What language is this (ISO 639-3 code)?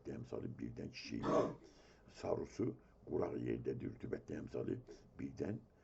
aze